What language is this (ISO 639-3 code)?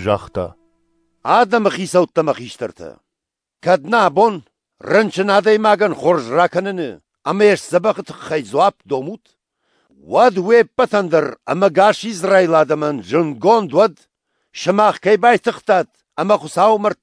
oss